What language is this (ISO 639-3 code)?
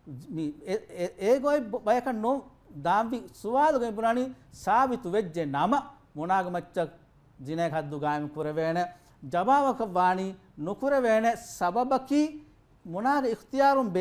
div